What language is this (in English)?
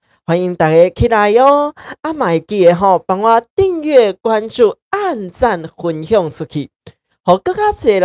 Min Nan Chinese